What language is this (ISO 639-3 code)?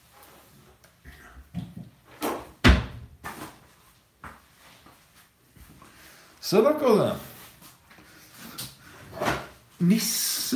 nor